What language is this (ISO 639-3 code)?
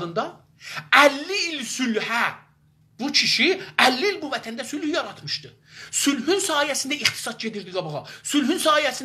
azb